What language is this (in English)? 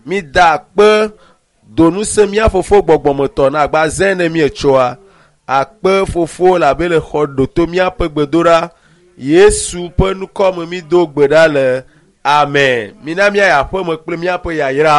Ewe